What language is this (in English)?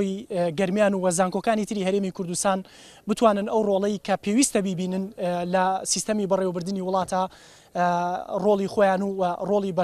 Central Kurdish